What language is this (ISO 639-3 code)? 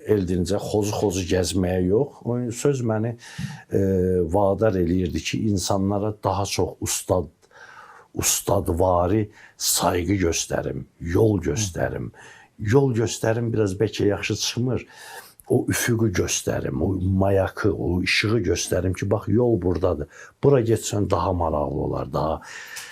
aze